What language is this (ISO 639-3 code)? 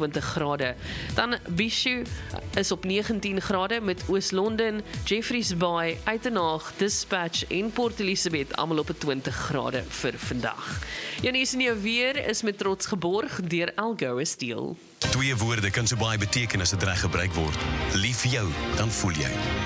afr